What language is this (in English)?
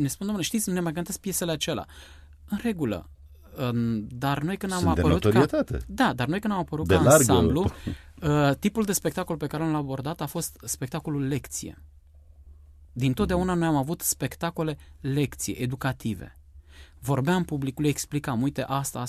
Romanian